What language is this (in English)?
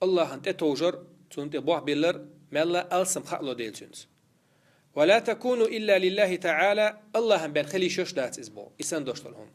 Chechen